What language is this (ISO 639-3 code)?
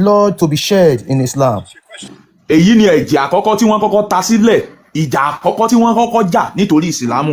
yor